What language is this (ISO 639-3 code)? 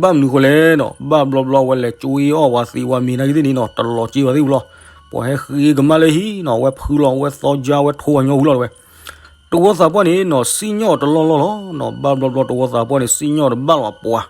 ksw